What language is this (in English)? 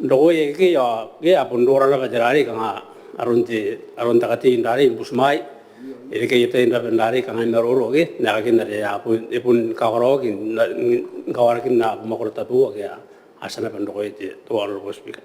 Gilbertese